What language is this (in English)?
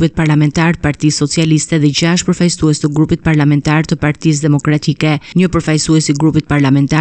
Albanian